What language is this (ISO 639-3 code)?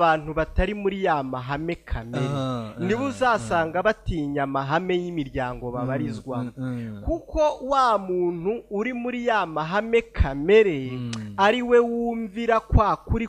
kin